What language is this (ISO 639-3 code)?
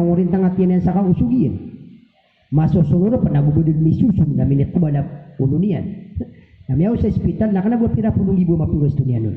mrw